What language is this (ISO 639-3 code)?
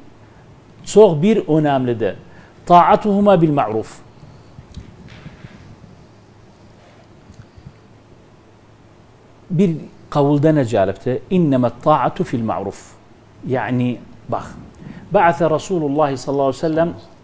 ara